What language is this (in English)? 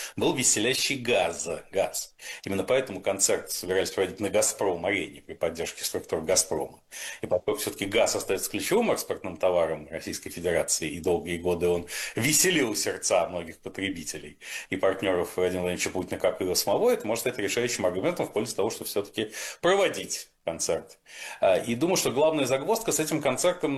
Russian